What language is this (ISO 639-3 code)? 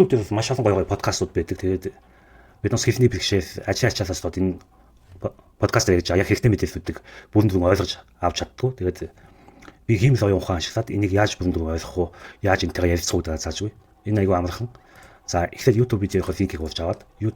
mon